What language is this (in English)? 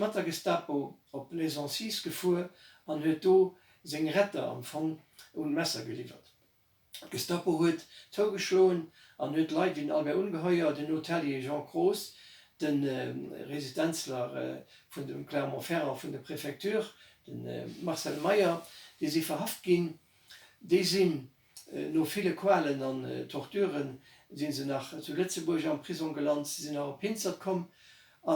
Luxembourgish